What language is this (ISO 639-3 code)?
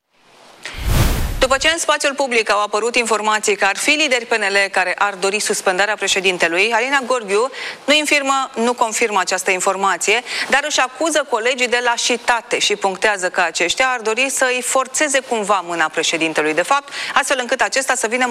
ron